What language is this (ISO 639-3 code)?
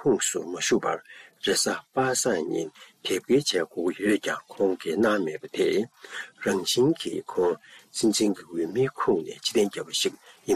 bod